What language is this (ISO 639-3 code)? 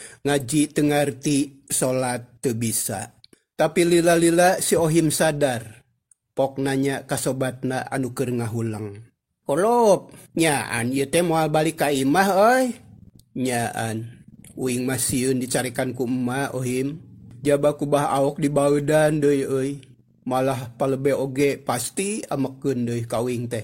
sun